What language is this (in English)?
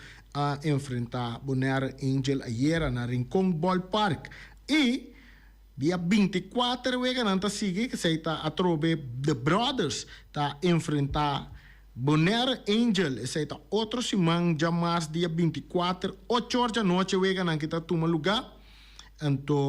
Papiamento